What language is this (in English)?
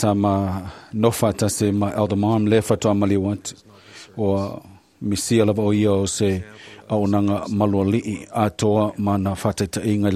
Samoan